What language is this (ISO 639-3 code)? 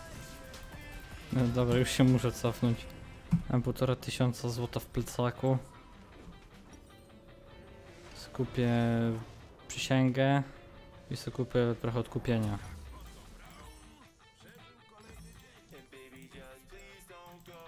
pol